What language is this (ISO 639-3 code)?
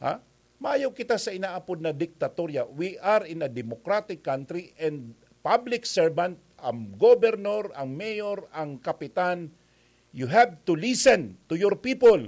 bik